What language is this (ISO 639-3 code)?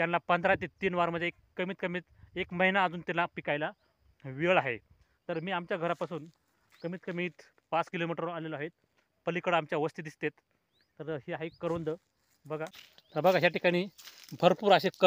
mar